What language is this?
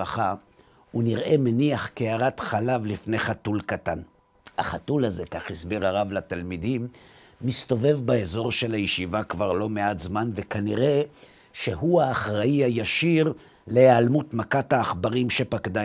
Hebrew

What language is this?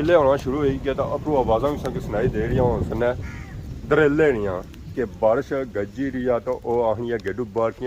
Pahari-Potwari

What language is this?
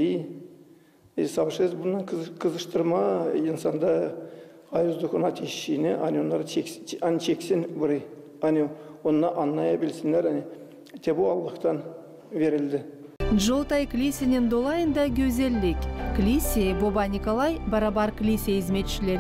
Gagauz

